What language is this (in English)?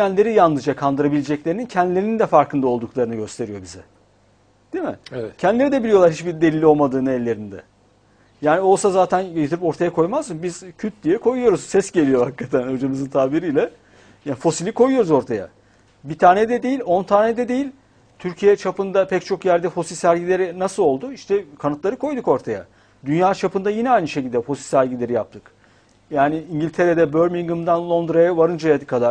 Turkish